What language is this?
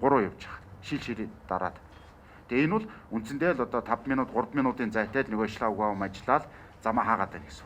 Mongolian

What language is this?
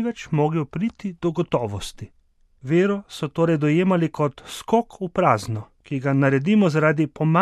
Slovenian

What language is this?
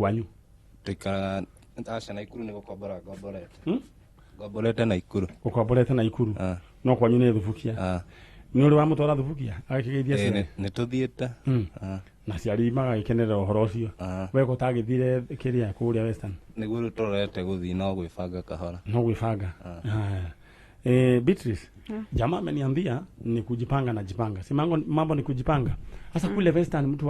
Kikuyu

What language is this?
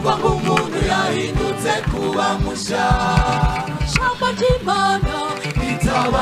Kinyarwanda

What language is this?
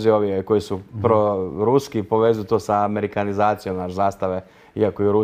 Croatian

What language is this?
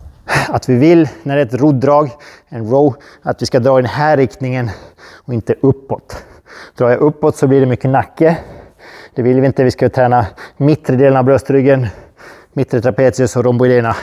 Swedish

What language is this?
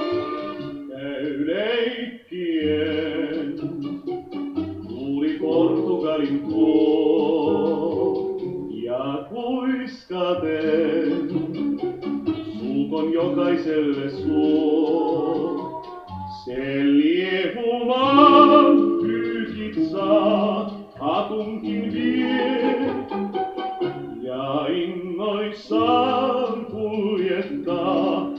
Finnish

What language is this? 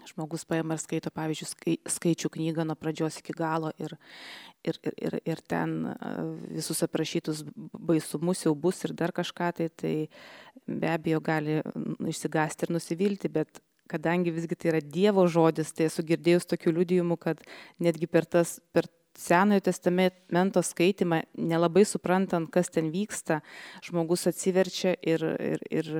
Lithuanian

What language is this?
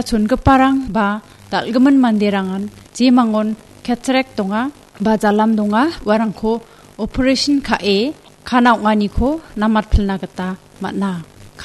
Garo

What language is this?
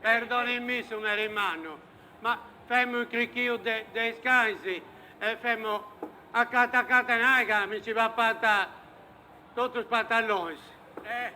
Sardinian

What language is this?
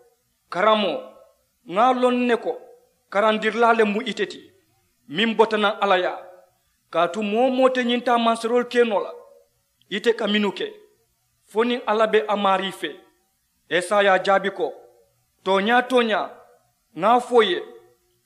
Mandingo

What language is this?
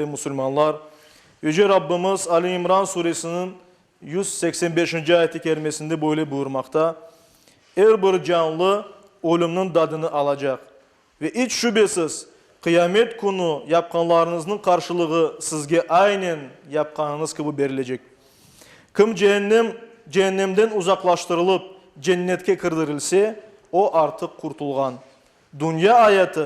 Crimean Tatar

